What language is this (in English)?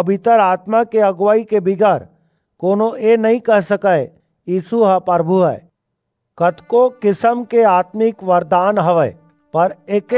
Chhattisgarhi